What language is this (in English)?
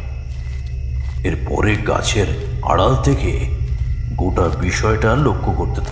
Bangla